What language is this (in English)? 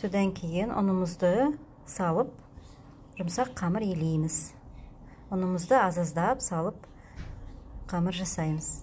Kazakh